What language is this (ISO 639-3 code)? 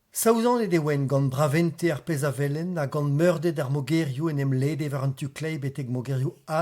bre